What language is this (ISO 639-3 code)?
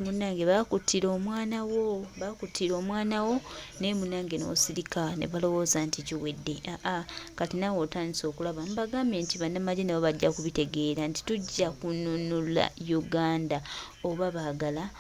lug